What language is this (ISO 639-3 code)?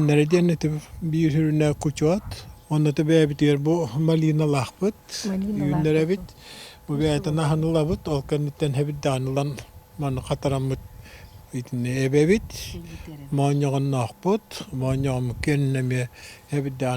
sah